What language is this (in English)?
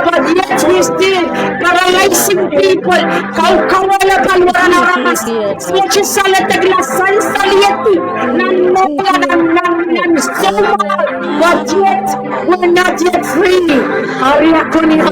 Pohnpeian